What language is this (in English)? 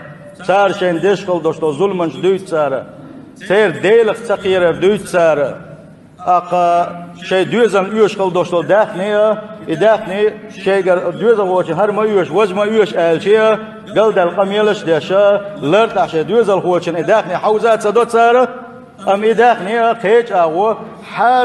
Chechen